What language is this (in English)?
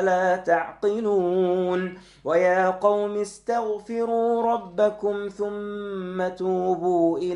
Arabic